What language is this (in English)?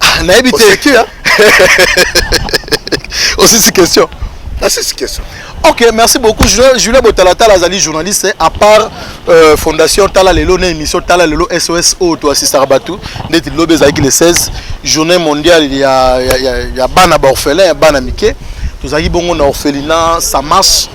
Lingala